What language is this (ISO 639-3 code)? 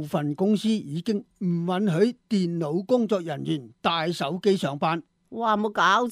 yue